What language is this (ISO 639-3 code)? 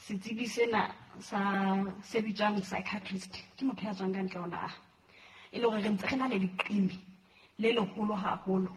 sot